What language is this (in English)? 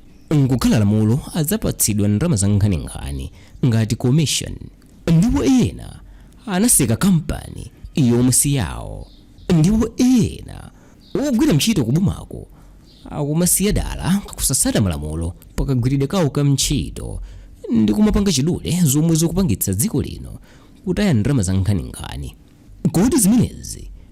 Nyanja